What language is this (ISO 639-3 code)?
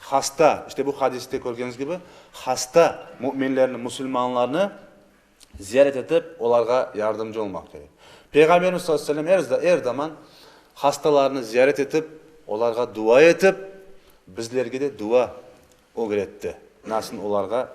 crh